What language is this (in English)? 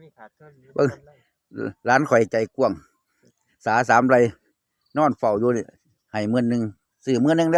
Northeastern Thai